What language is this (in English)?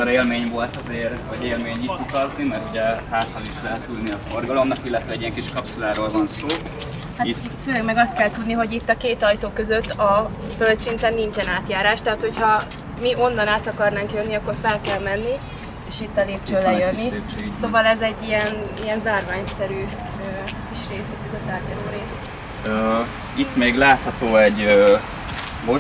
Hungarian